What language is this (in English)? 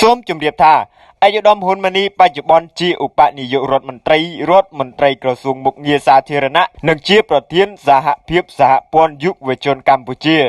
Khmer